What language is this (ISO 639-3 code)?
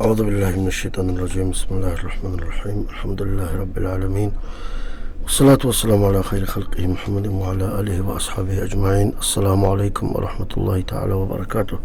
ava